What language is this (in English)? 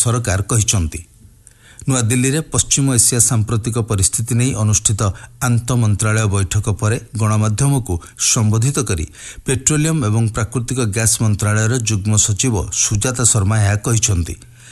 Odia